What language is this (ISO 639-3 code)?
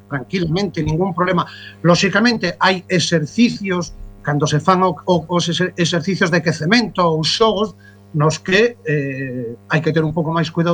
glg